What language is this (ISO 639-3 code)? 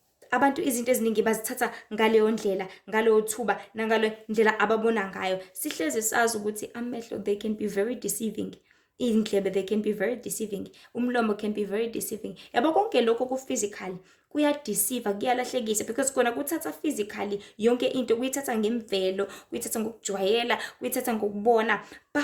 zul